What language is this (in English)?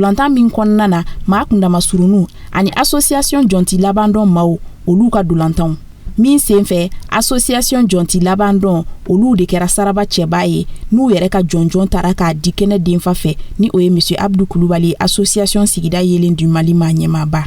Bambara